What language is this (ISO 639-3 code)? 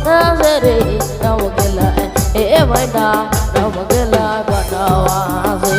sck